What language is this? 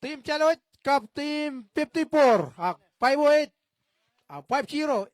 Marshallese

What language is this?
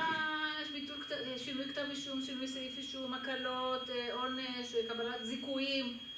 Hebrew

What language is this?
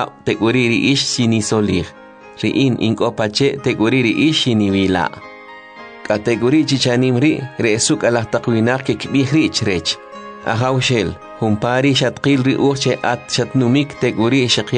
Kʼicheʼ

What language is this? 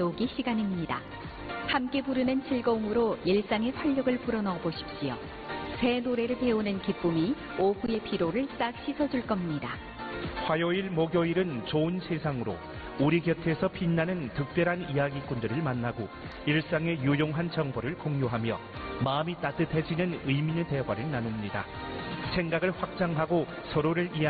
Korean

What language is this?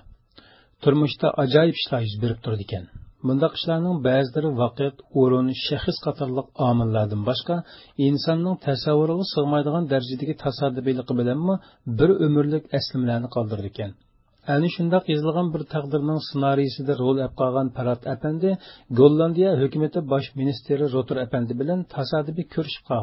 Uyghur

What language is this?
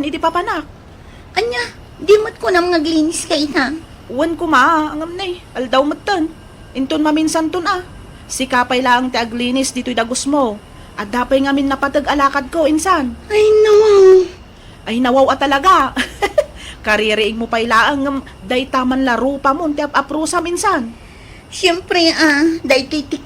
Iloko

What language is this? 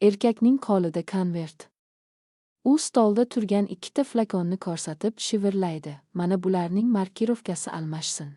Uzbek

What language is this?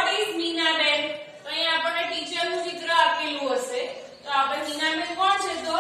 Gujarati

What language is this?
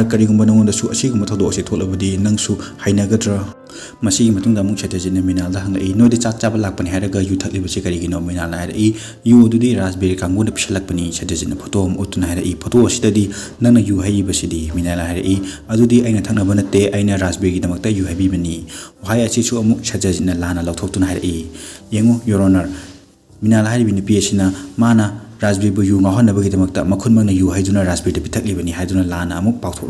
Manipuri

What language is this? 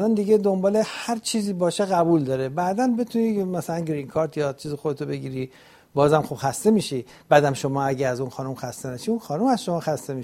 Persian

